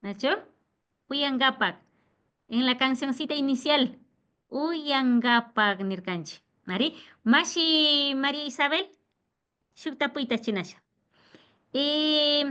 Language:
Imbabura Highland Quichua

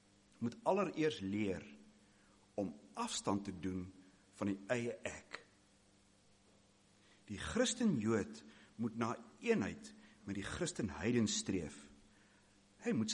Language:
Afrikaans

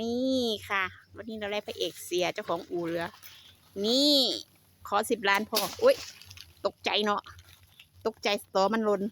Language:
Lao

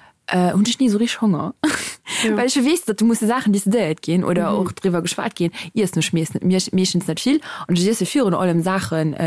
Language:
Luxembourgish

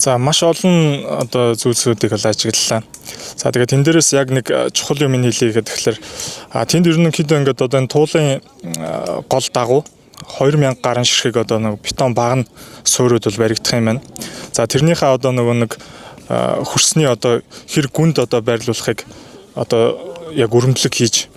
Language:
Mongolian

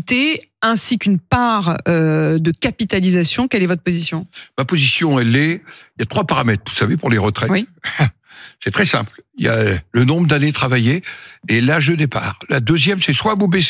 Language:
French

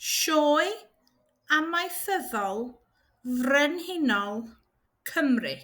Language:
Welsh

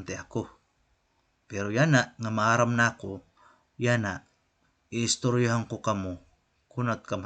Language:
Waray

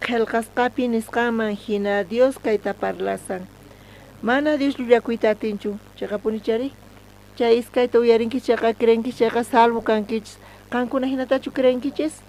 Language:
South Bolivian Quechua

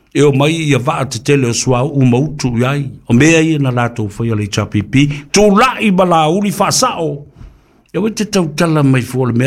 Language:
Samoan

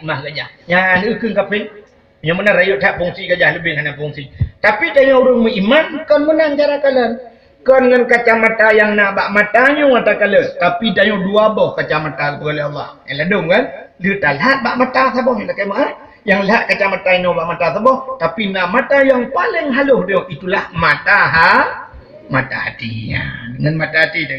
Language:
Achinese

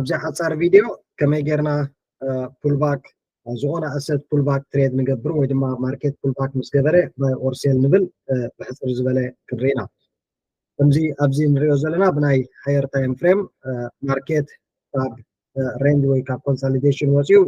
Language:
Tigrinya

